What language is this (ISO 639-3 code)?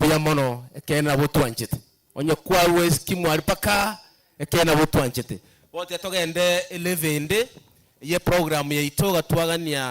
guz